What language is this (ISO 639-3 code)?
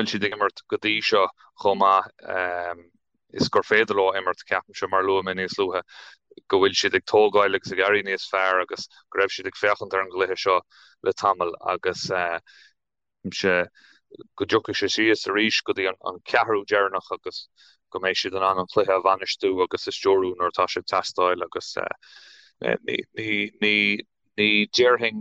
gle